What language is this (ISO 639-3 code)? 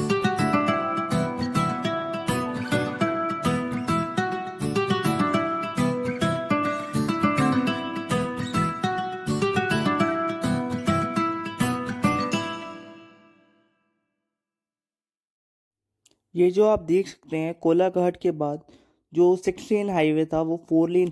hin